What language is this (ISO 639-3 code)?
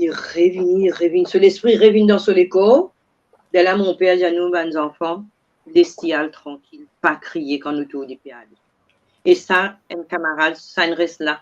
mfe